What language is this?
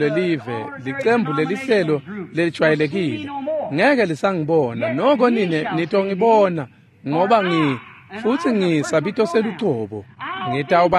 Swati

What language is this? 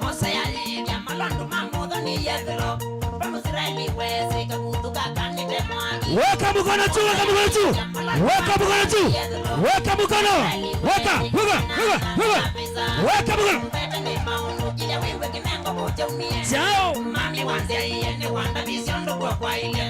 Kamba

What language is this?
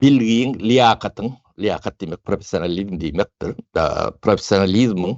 Turkmen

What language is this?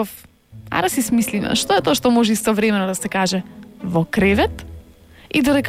Macedonian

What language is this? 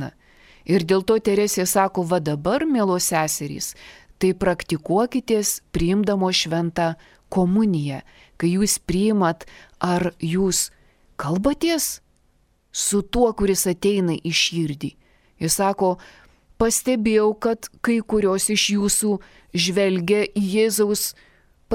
Lithuanian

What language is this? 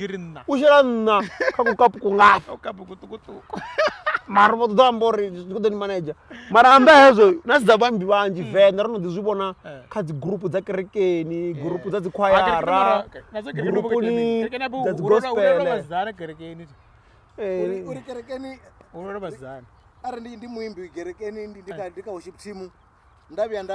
Venda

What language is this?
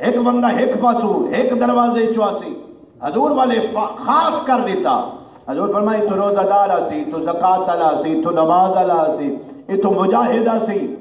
Saraiki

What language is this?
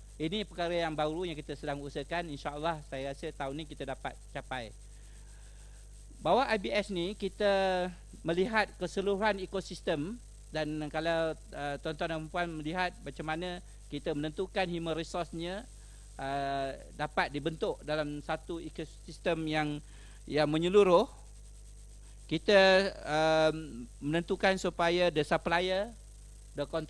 Malay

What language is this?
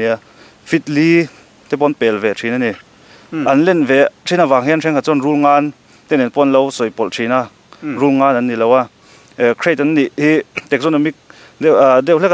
Mizo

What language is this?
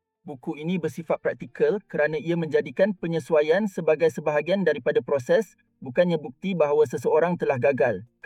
Malay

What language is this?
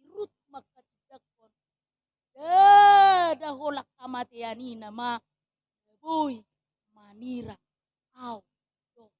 Batak Toba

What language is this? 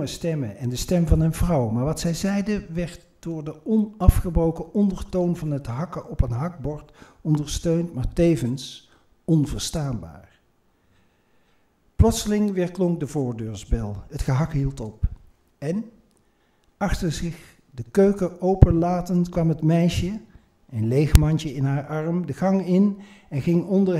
Dutch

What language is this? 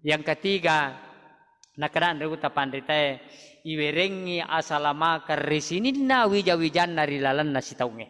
Buginese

